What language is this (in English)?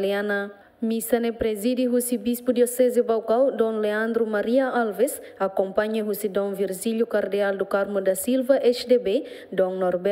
Tetum